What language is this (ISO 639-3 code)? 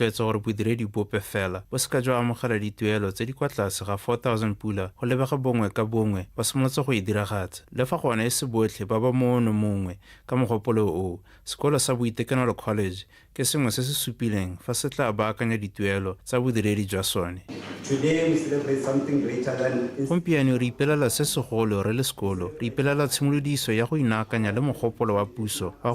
tsn